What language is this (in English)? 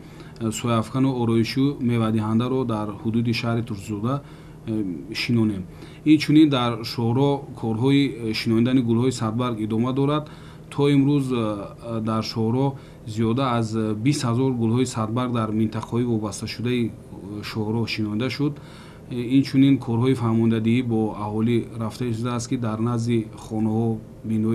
Tajik